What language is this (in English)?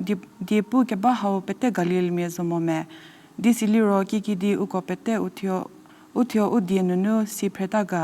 Angami Naga